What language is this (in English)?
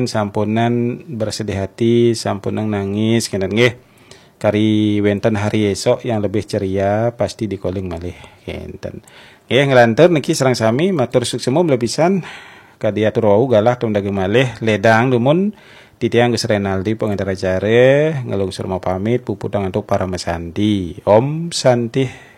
Balinese